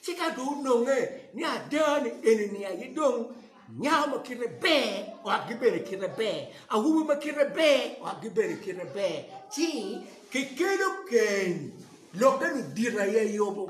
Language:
Acoli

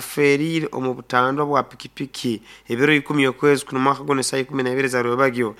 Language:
Nyoro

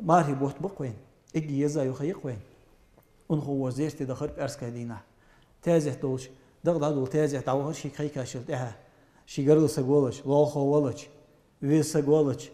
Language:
Ingush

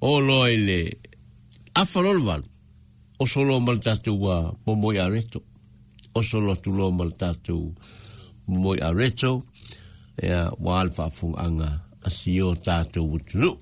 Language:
Samoan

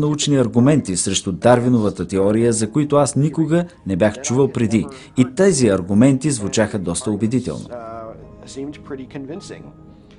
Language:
Bulgarian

